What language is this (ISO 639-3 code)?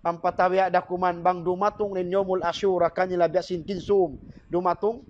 tsg